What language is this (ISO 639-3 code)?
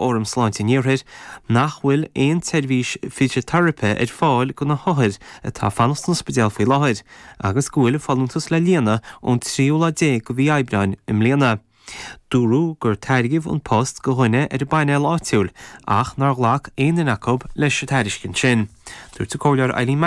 gle